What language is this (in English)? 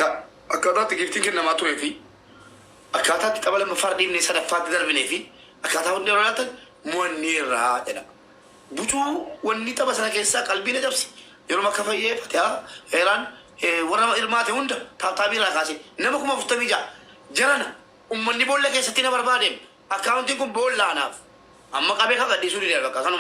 Oromo